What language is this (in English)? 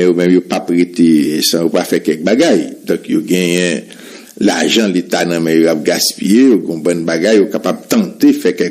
Haitian Creole